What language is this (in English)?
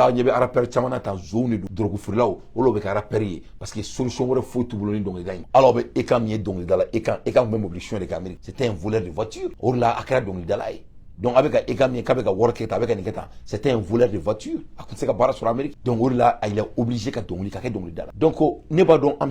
Bambara